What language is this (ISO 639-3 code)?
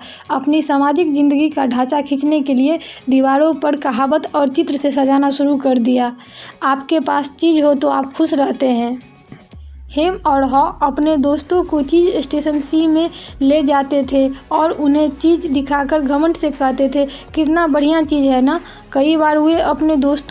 hin